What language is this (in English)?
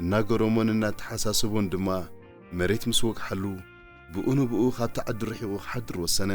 Tigrinya